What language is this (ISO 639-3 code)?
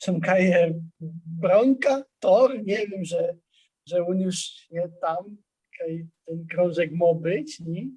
szl